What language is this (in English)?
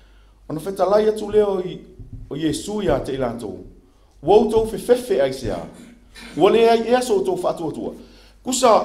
Samoan